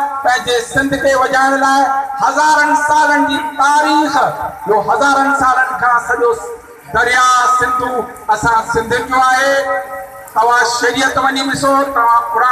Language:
Sindhi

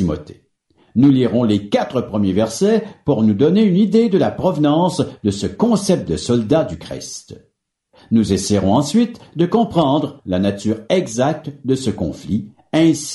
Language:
French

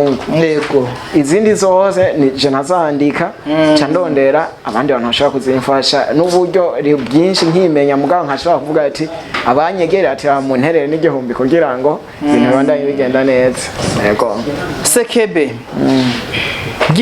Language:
Rundi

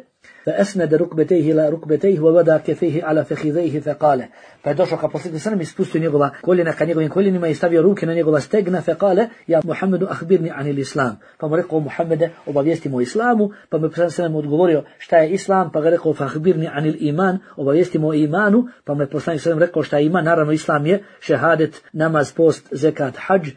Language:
Bosnian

